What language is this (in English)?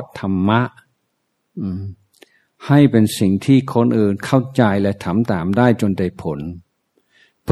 Thai